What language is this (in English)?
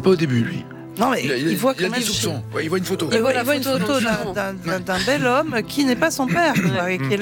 French